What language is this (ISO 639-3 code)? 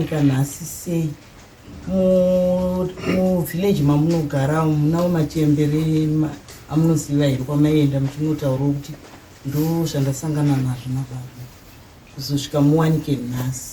sna